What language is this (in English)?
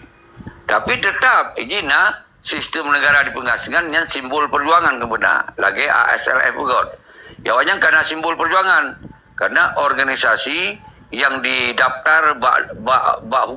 Achinese